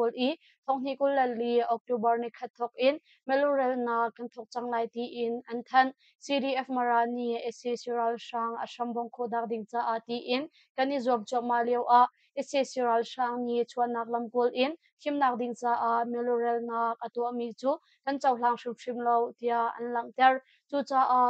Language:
Hakha Chin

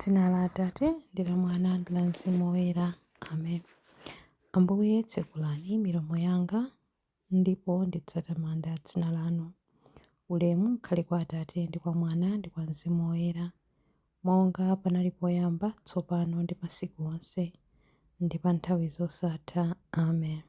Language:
Nyanja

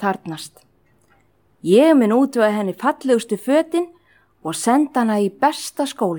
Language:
Icelandic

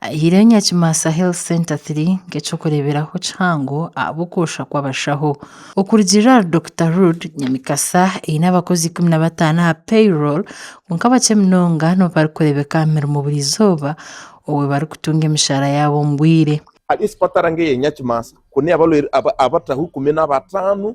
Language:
Nyankole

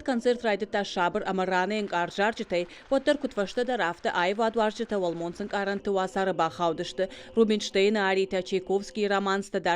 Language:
Ossetic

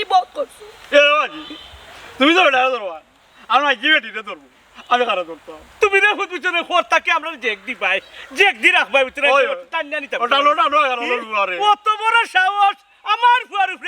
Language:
Sylheti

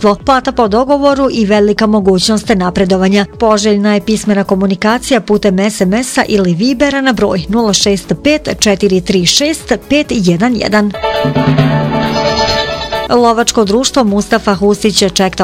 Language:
Bosnian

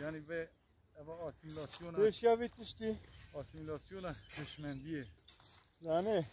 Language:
Kurdish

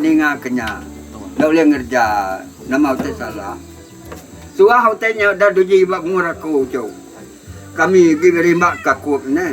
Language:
Iban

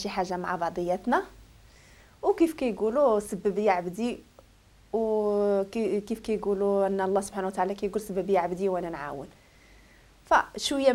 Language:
Moroccan Arabic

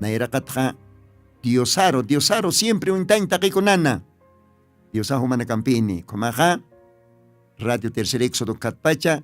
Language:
Aymara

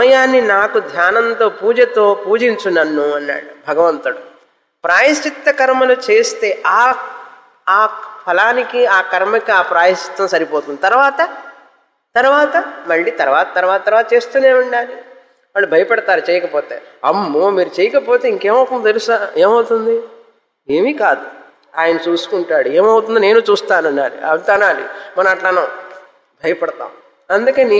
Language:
Telugu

